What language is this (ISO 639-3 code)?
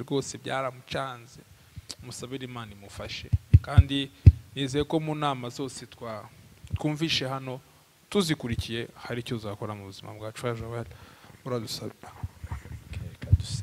kin